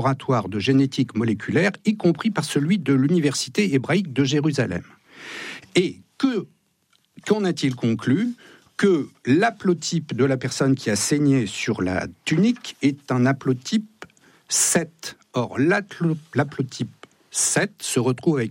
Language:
French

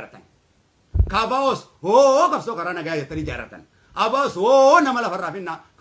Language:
Oromo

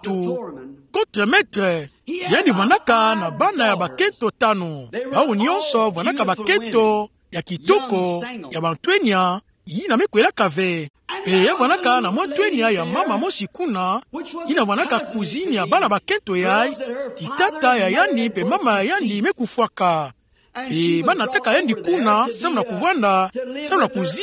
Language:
Kituba (Democratic Republic of Congo)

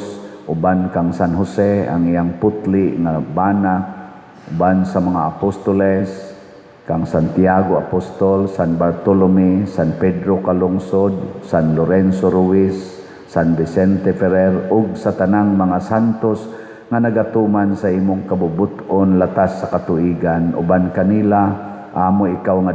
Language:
Cebuano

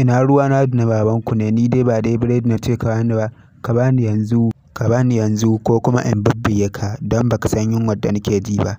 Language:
Hausa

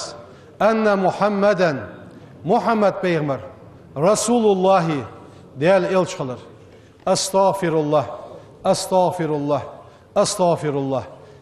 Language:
Ingush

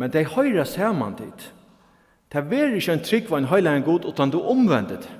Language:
Faroese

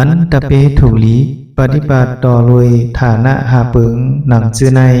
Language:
Shan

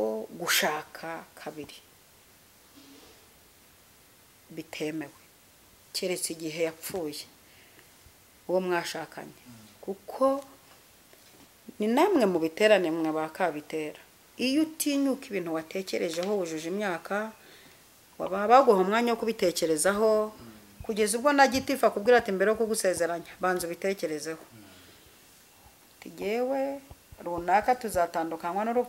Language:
Kinyarwanda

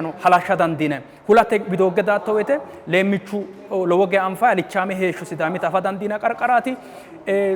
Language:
Sidamo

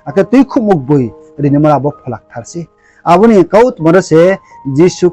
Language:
Riang (India)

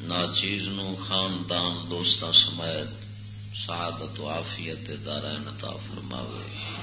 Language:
Western Panjabi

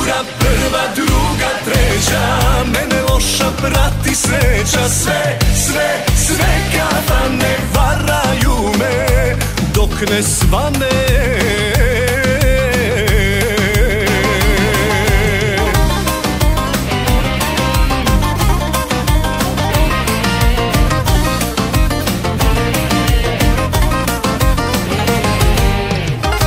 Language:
Serbian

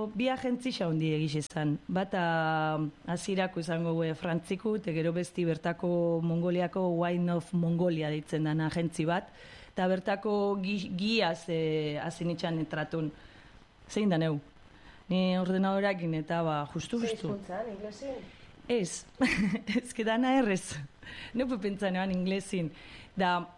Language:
Basque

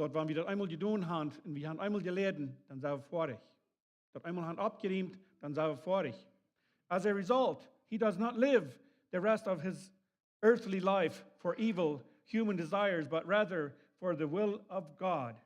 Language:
Plautdietsch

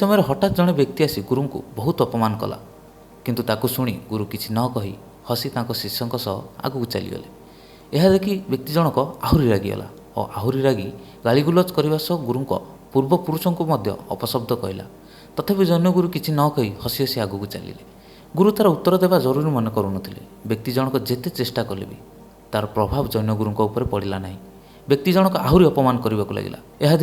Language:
Odia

